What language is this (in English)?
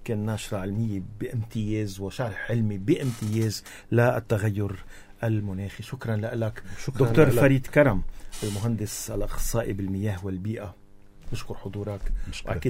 North Levantine Arabic